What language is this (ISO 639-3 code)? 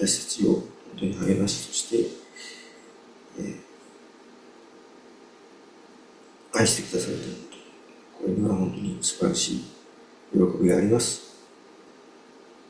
jpn